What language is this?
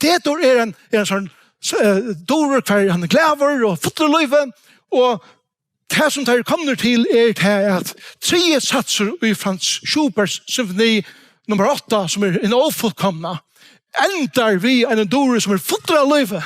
Faroese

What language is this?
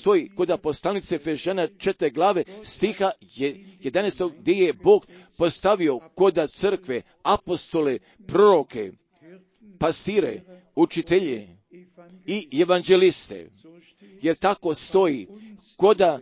Croatian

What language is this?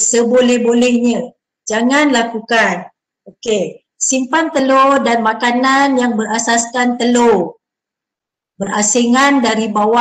Malay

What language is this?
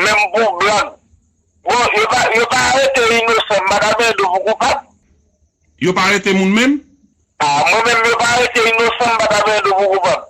Haitian Creole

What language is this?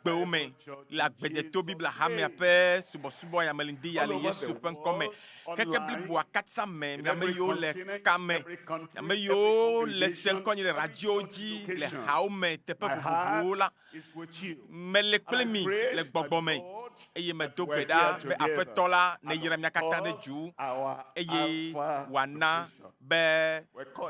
Ewe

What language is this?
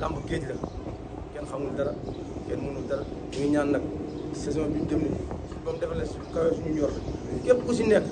Wolof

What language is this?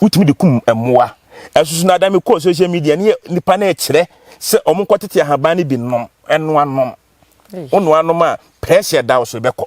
Akan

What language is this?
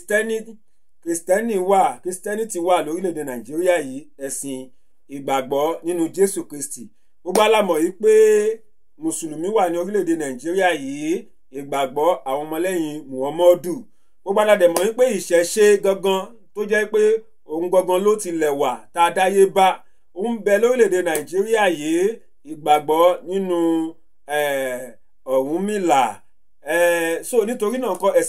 Yoruba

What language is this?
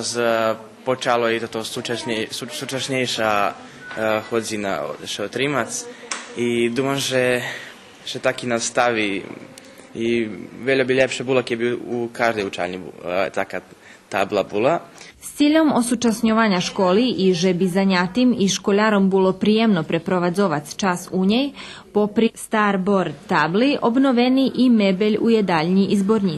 Rusyn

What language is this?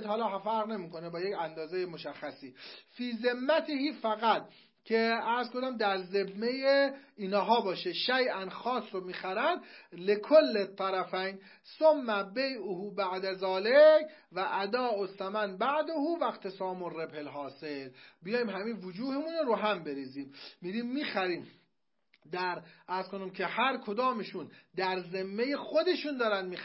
Persian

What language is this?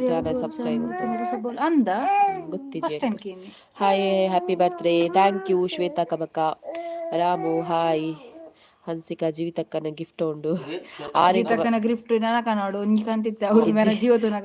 Tulu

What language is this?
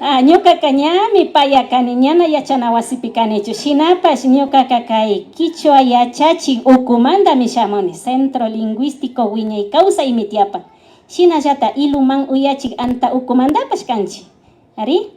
Imbabura Highland Quichua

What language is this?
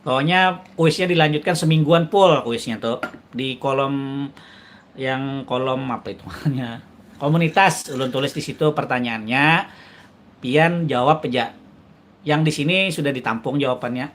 Banjar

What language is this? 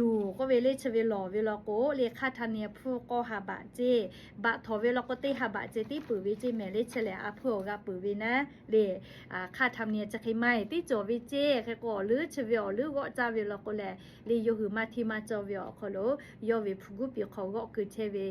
Lahu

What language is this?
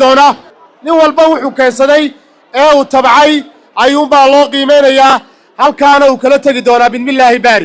Somali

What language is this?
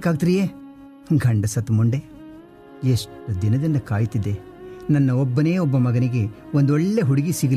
Kannada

